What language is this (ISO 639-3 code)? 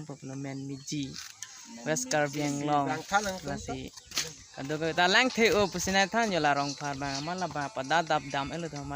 mjw